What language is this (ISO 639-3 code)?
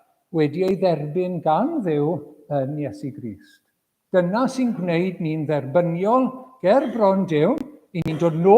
cym